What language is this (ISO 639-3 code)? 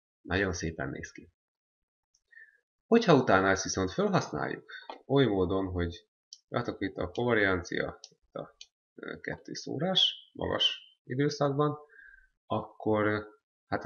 hun